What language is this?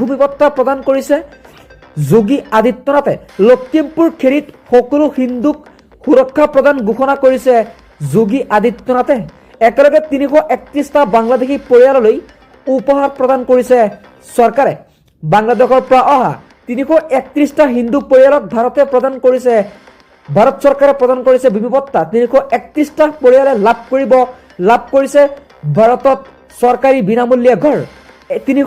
Assamese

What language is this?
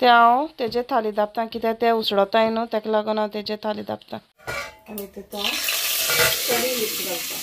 Konkani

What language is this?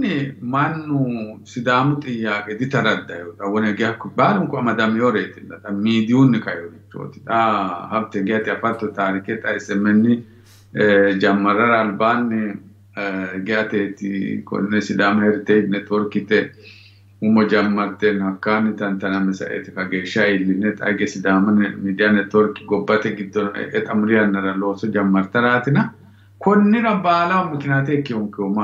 Sidamo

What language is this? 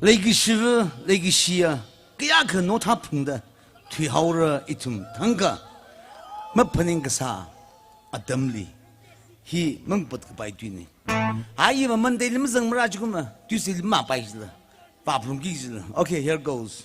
Tangkhul Naga (India)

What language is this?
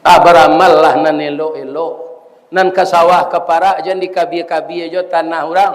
Minangkabau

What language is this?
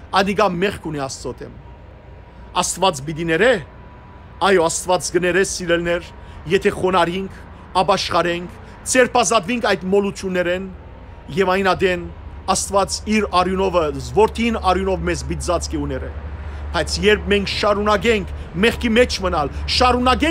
Western Armenian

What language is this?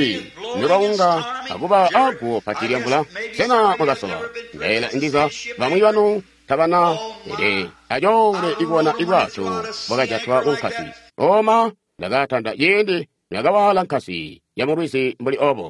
Tonga (Zambia)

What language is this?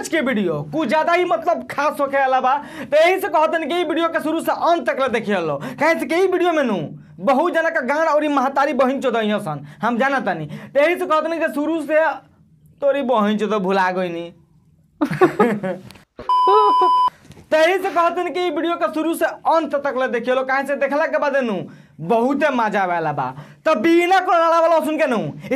Bhojpuri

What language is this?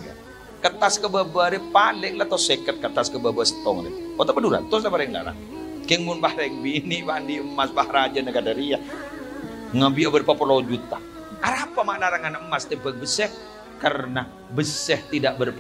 Madurese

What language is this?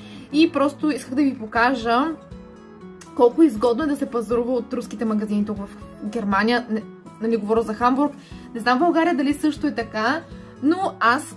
Bulgarian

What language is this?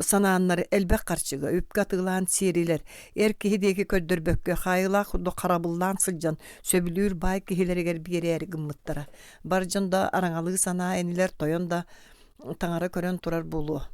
Yakut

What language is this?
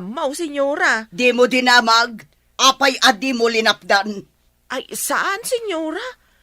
Iloko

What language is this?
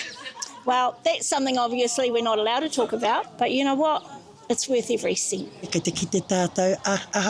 Māori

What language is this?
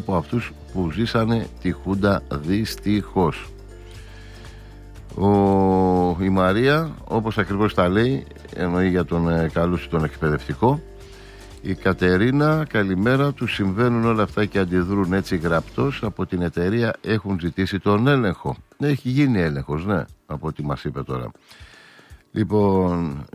Greek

